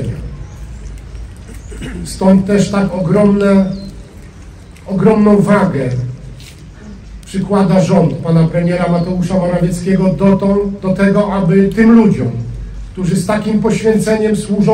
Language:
Polish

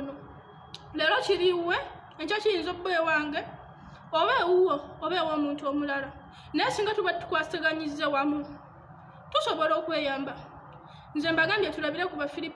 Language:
Ganda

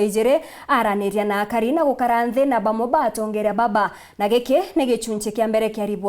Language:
Meru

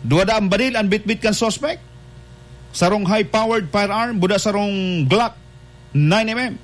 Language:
Bikol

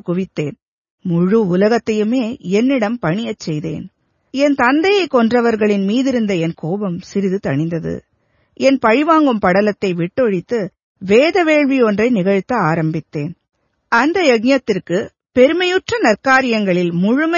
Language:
Tamil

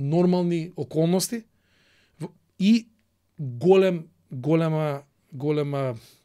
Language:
Macedonian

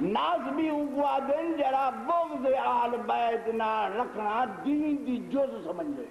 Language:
Saraiki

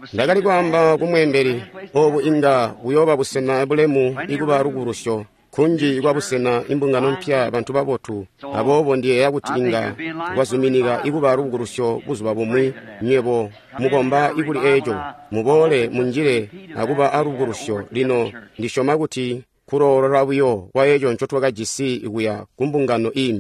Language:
Tonga (Zambia)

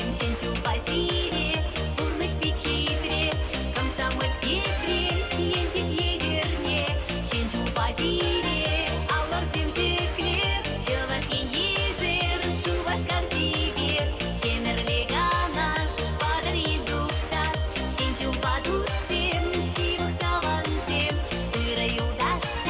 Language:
Chuvash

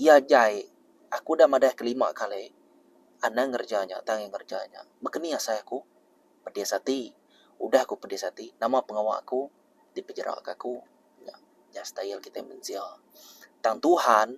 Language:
Iban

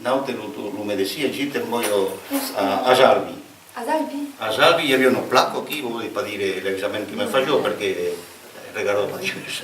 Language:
Occitan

